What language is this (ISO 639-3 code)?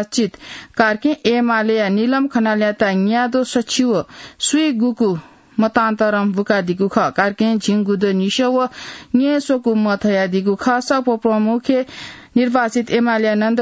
new